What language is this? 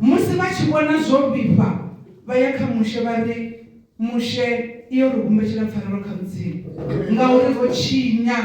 Venda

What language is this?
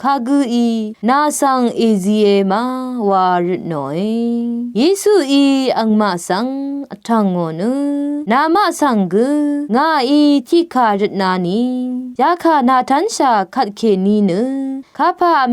Rawang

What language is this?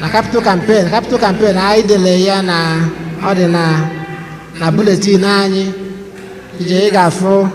Igbo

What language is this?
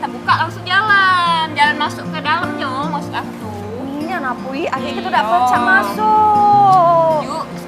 Musi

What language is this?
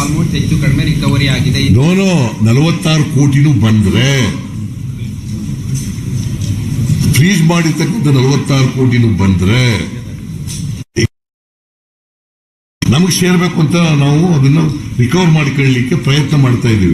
Kannada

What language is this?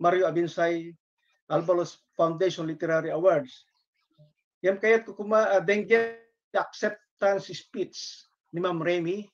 Iloko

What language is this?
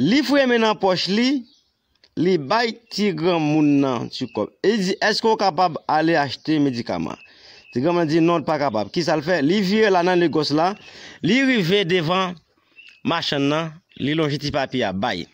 Haitian Creole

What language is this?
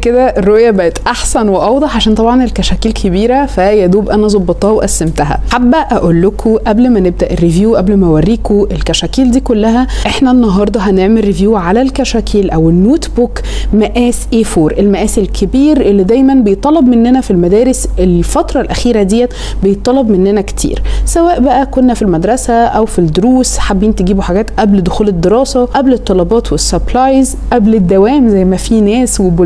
Egyptian Arabic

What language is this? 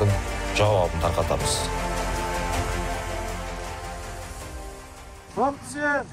Kazakh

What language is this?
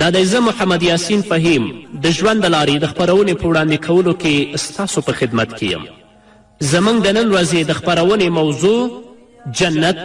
Pashto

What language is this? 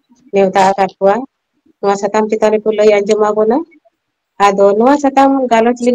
Santali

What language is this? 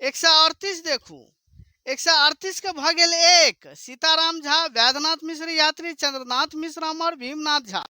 Maithili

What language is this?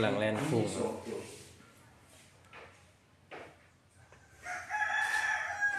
Thai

